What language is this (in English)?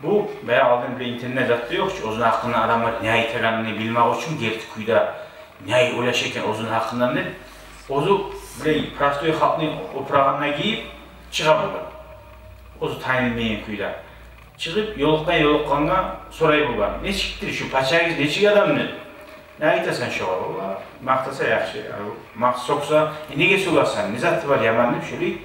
Kumyk